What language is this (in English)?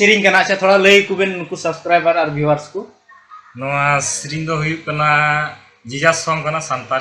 Santali